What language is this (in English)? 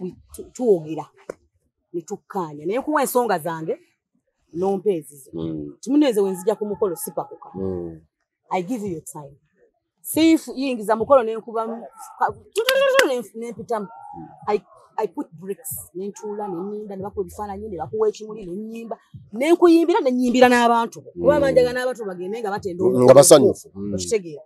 Ganda